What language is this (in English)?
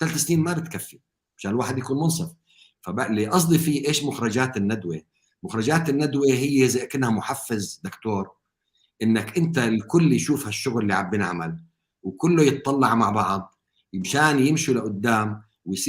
North Levantine Arabic